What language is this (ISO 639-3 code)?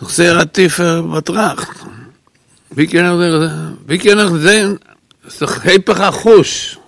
yid